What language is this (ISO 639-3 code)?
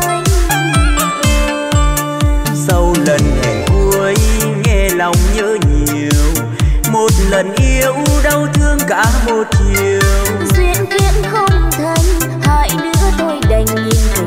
vie